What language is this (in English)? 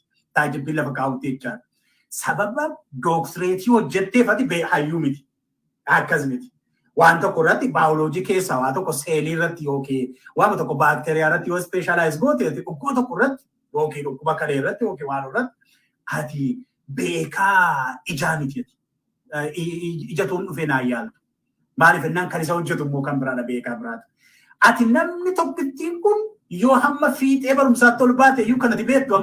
Oromo